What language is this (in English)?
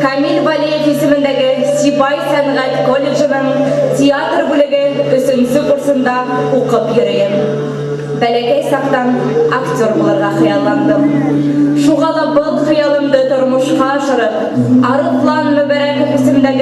Bashkir